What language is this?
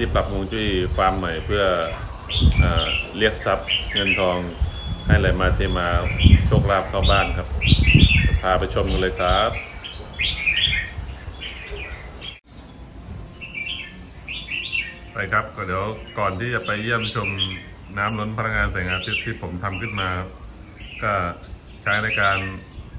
Thai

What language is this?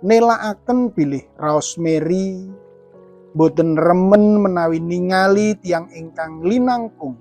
Javanese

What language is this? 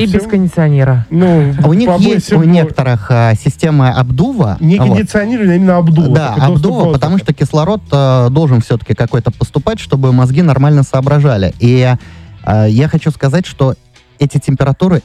Russian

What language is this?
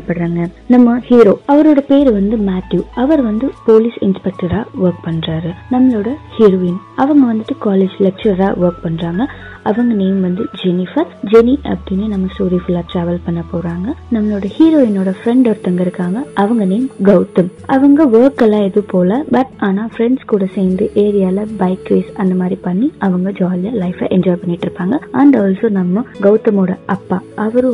Tamil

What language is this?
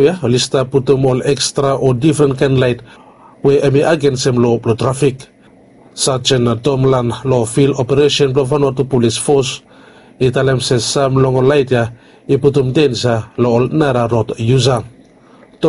Bislama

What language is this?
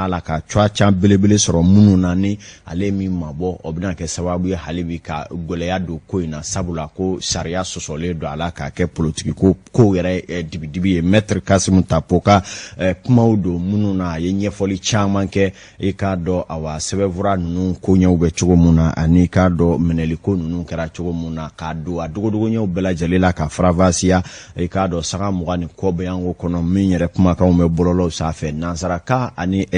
Bambara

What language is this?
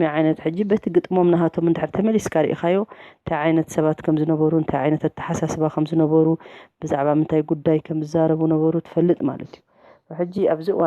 Tigrinya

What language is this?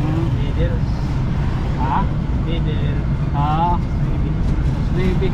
Waray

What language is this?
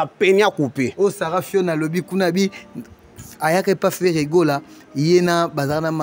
Lingala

